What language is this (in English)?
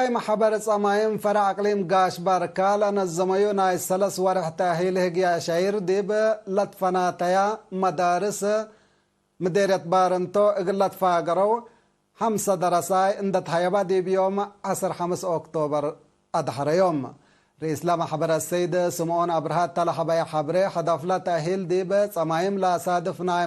Tigre